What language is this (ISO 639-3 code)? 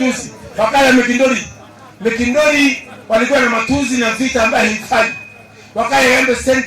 mer